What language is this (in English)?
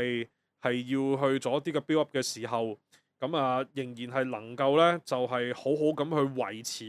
Cantonese